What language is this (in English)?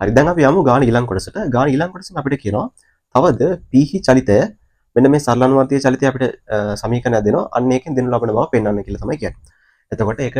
Sinhala